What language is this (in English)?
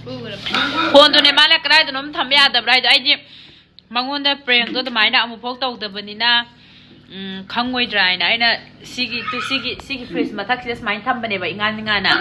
Manipuri